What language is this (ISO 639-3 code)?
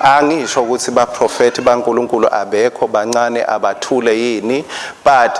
ssw